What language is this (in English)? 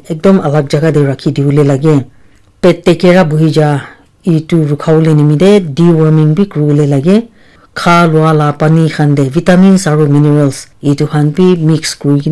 Naga Pidgin